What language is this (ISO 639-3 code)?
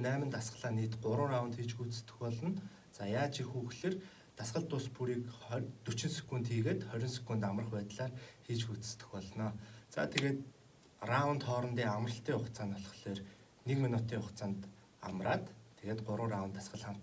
mon